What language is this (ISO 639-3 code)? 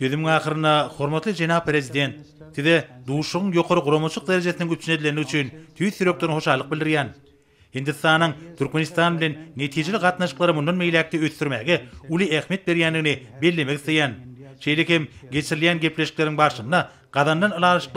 tuk